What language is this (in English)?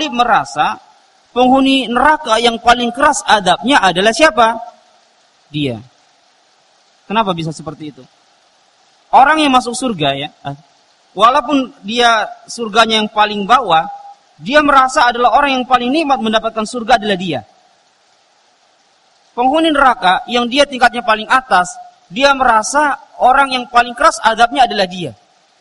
Indonesian